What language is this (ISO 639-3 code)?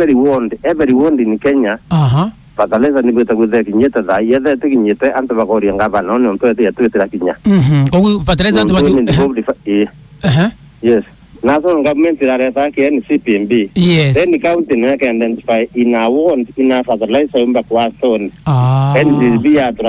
mer